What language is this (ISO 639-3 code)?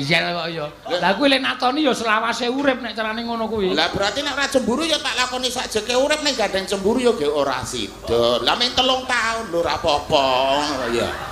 jav